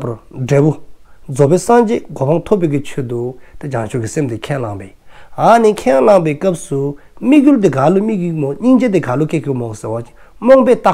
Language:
Dzongkha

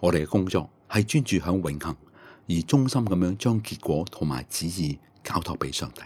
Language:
Cantonese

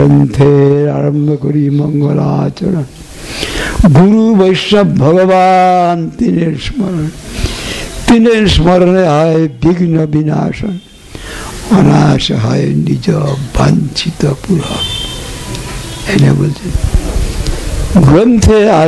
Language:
Bangla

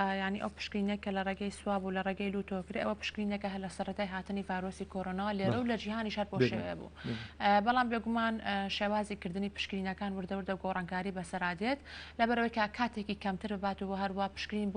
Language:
Central Kurdish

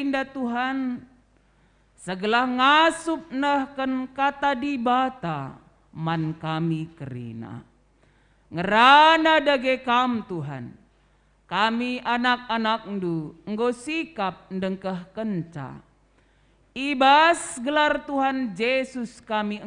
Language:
Batak Karo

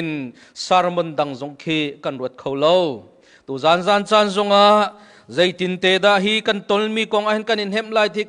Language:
Hakha Chin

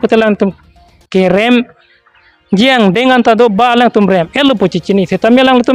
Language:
Karbi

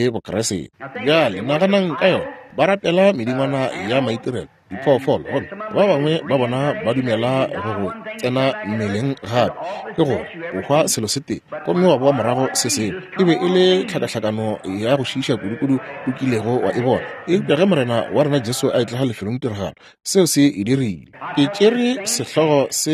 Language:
Northern Sotho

